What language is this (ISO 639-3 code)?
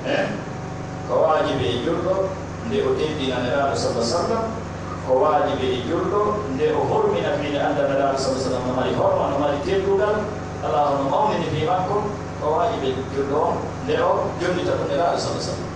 fuf